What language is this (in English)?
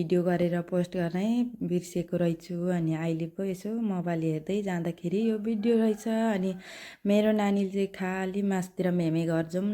Nepali